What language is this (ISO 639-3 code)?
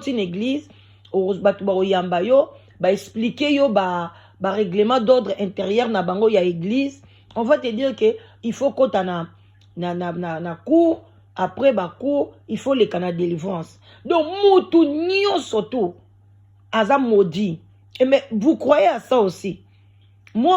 lin